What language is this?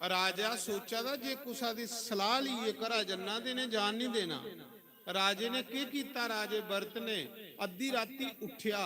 Dogri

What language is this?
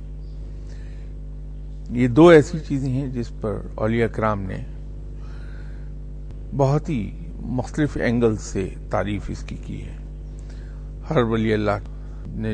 Urdu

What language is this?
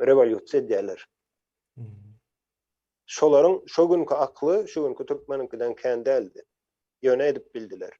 Turkmen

